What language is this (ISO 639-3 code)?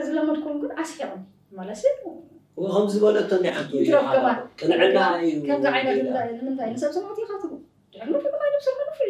tir